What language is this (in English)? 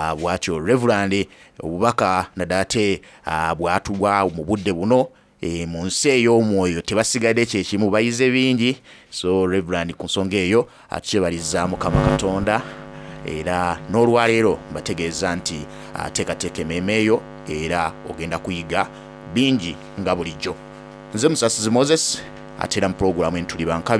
Soga